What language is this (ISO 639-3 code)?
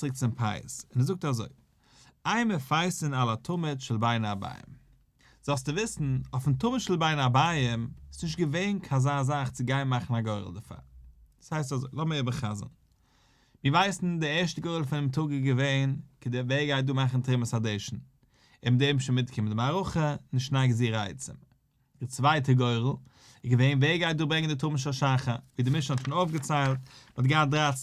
yid